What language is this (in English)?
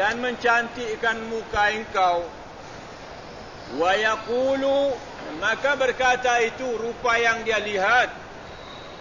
Malay